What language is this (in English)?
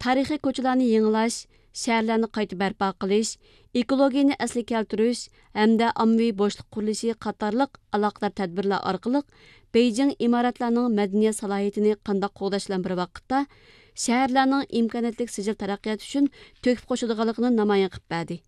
Uyghur